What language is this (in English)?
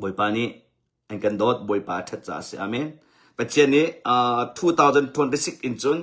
Hakha Chin